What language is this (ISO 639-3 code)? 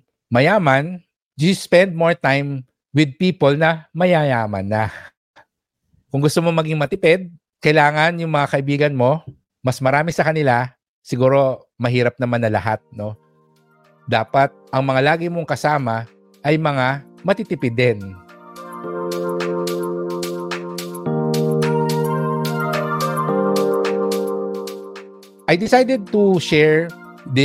fil